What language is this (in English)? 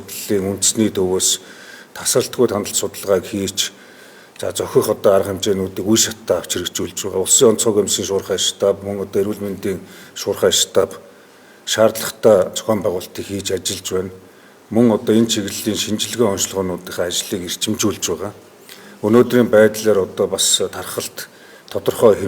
Mongolian